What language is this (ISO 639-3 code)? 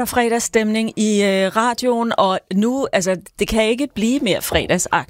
dan